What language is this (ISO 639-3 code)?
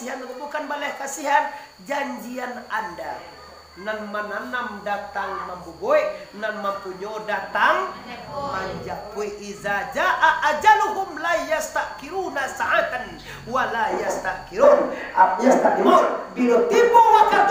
min